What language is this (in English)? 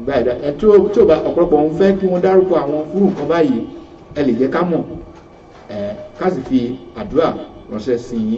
Yoruba